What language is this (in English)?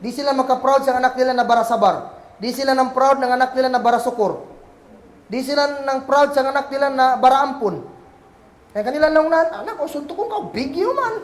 Kagan Kalagan